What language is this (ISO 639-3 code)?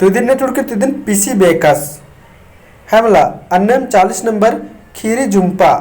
kru